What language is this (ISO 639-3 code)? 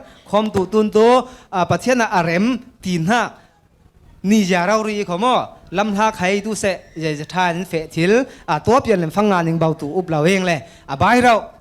cfm